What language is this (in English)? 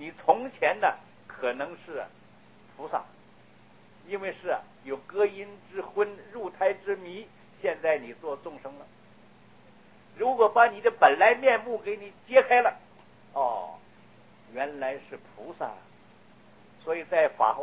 Chinese